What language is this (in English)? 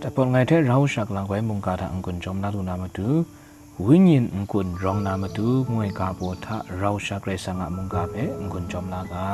Kachin